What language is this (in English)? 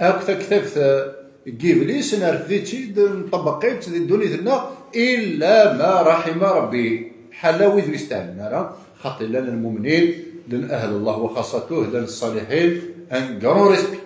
Kabyle